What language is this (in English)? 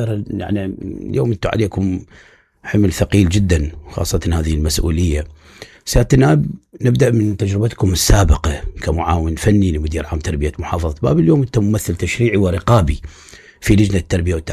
Mesopotamian Arabic